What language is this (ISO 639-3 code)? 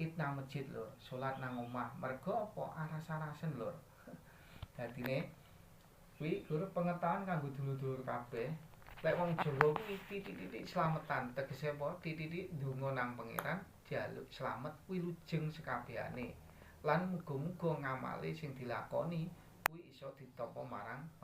jav